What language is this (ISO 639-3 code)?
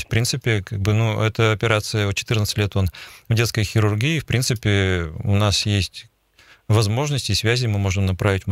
rus